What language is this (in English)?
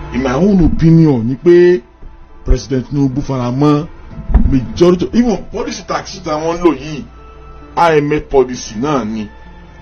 Yoruba